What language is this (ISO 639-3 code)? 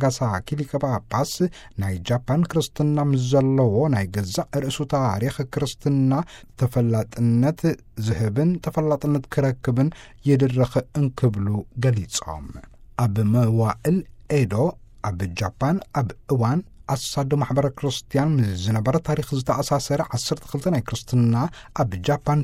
tir